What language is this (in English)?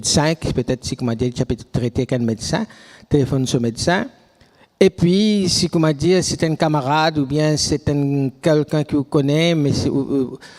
Morisyen